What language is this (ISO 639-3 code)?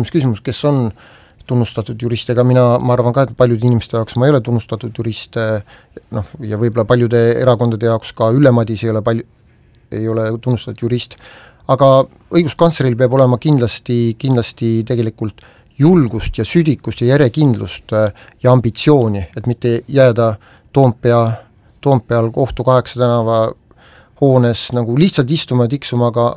est